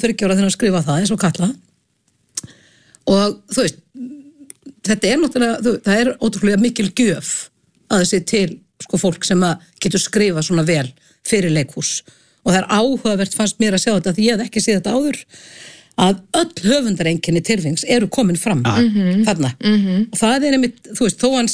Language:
Icelandic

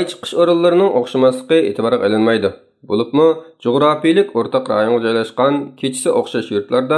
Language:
Uyghur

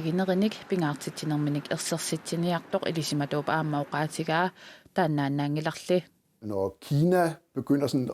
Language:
Kalaallisut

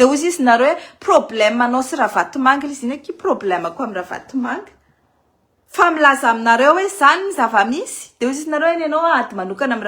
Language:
Malagasy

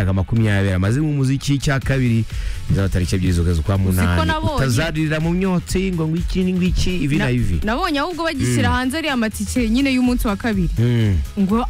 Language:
Kinyarwanda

